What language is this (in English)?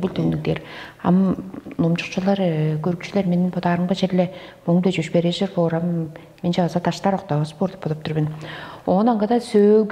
Tuvinian